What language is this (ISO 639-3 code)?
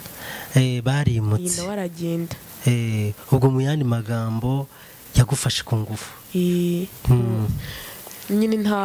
kin